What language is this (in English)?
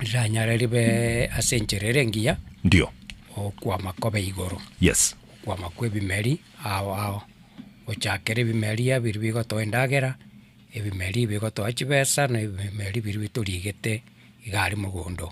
Gusii